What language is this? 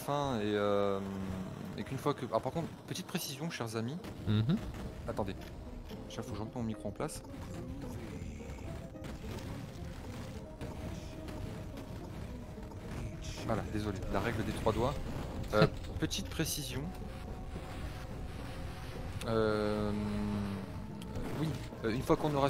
French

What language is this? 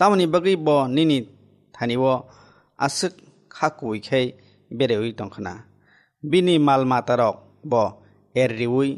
Kok Borok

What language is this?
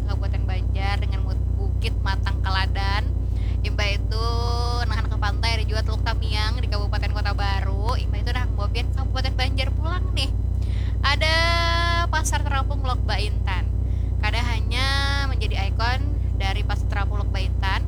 Banjar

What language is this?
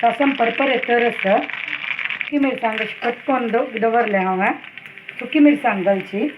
Konkani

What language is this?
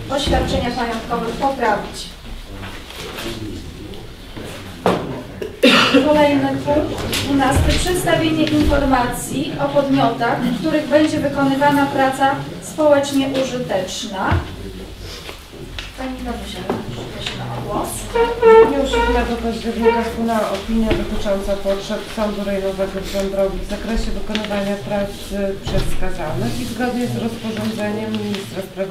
Polish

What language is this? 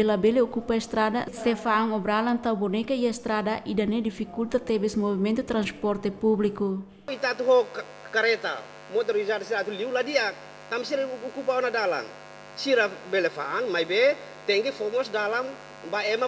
Tetum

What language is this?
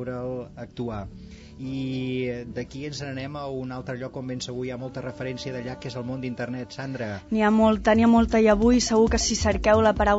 Catalan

